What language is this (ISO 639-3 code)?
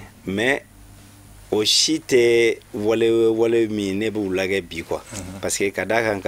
bam